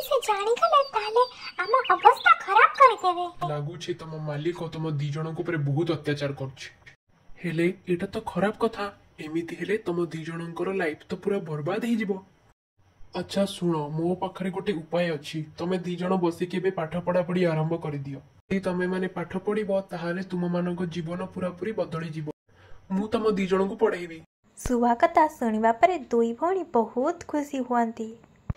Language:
Odia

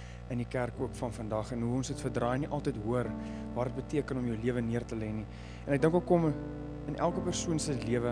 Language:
Afrikaans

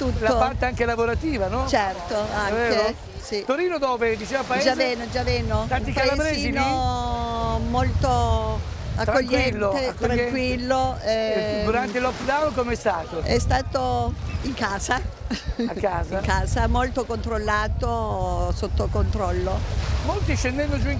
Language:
Italian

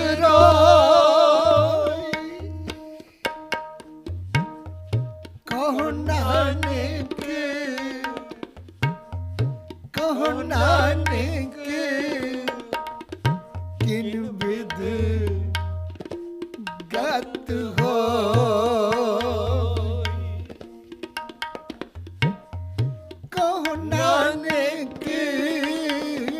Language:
Punjabi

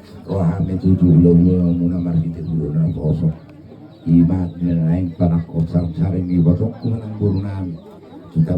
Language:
Batak Toba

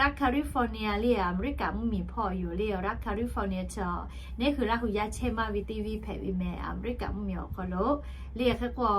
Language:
Lahu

